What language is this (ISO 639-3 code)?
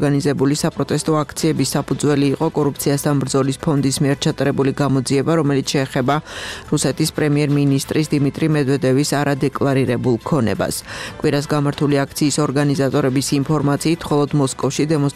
kat